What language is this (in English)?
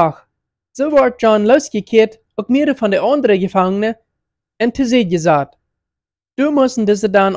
Plautdietsch